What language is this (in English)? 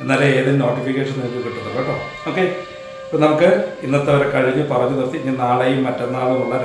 Malayalam